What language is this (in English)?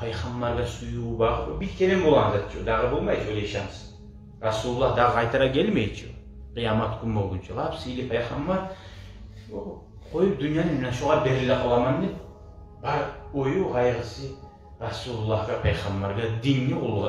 Kumyk